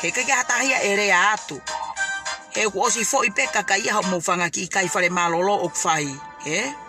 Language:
Tongan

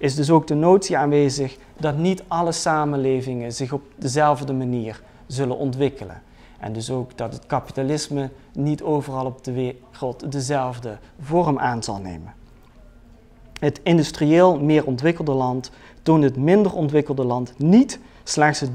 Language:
Dutch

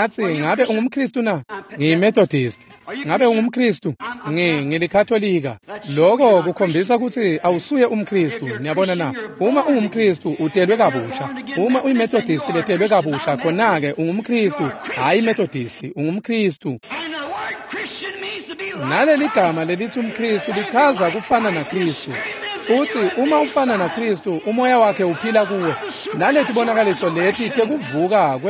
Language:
Swati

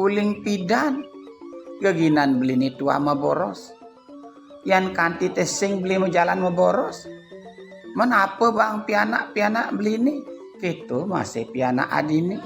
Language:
Balinese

